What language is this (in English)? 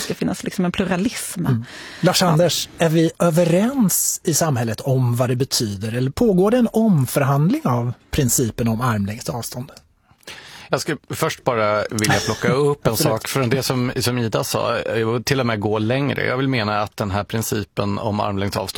Swedish